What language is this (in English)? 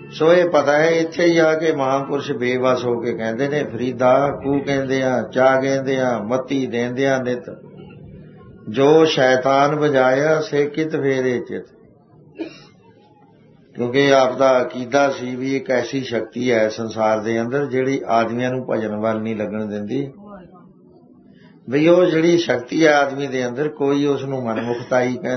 Punjabi